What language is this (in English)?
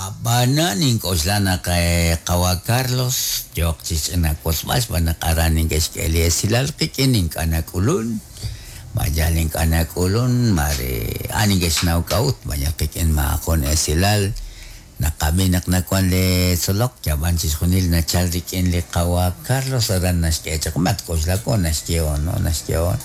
Kekchí